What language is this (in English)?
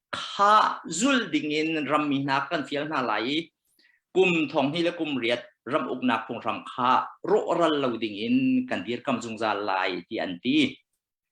Hakha Chin